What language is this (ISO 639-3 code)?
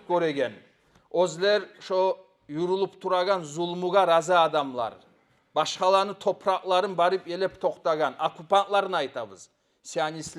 kum